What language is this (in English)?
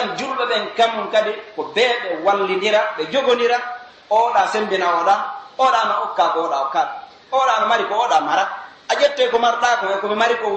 Pular